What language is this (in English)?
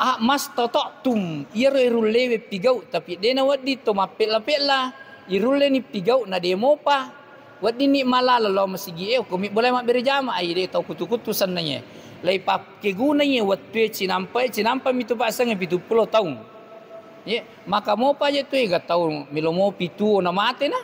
Buginese